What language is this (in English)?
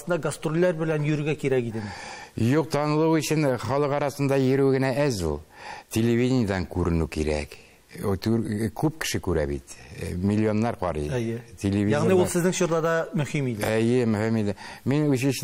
Tatar